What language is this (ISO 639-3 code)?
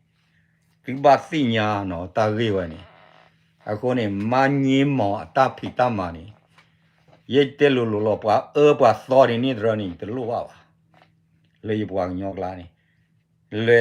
ksw